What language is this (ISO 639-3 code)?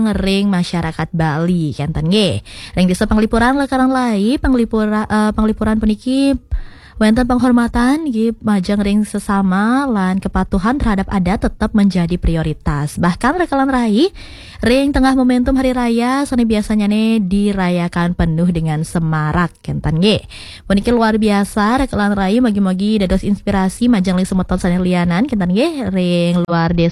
ban